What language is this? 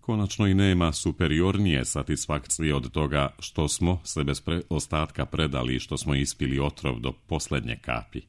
Serbian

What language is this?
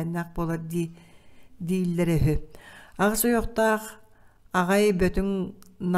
Yakut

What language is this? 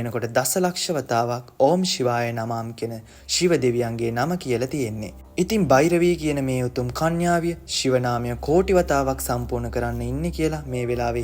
Sinhala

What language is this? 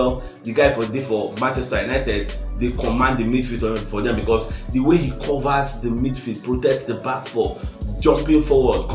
Nigerian Pidgin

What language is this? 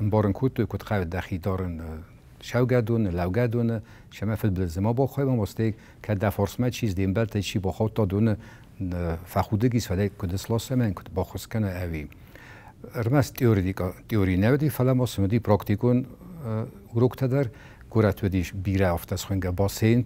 Ossetic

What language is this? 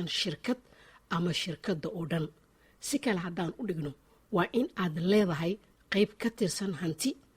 Somali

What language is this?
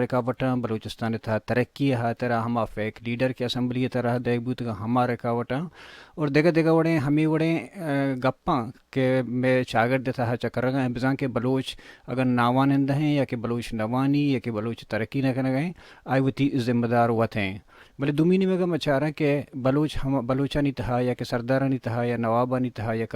Baluchi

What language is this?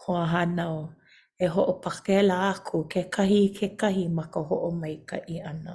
Hawaiian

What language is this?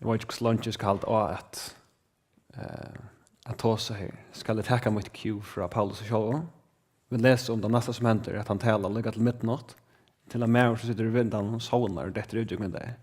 Faroese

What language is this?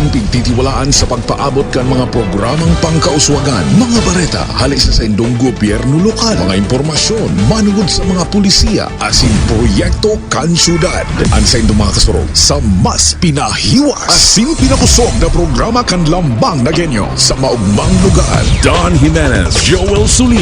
Bikol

